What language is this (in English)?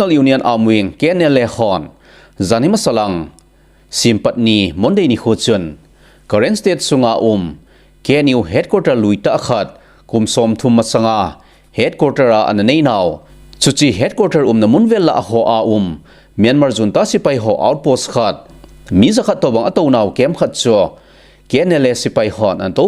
Thado Chin